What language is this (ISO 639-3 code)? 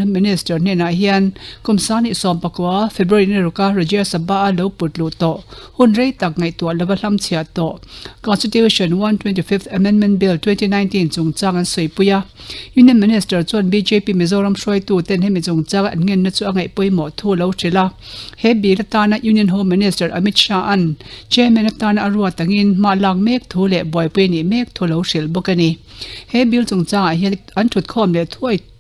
lus